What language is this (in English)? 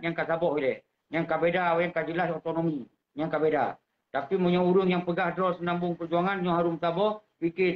Achinese